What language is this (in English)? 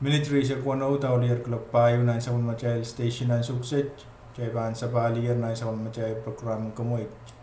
Pohnpeian